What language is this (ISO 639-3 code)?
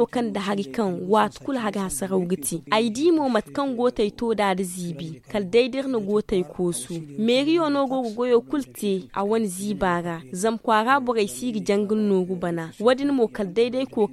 dje